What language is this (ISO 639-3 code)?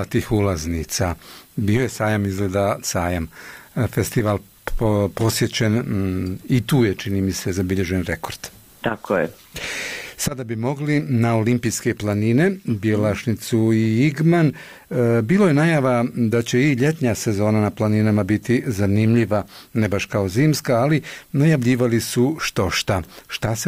bos